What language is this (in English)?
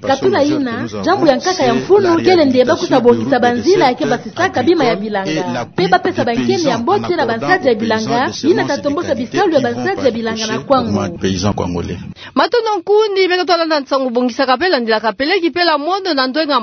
Kituba (Democratic Republic of Congo)